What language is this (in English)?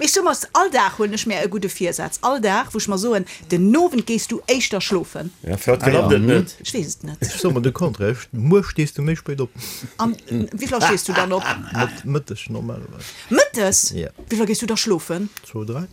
Luxembourgish